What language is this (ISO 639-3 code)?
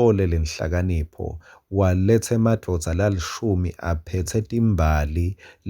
ssw